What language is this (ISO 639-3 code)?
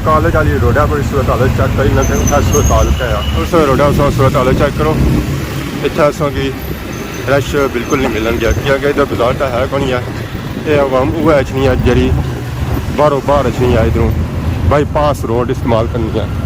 phr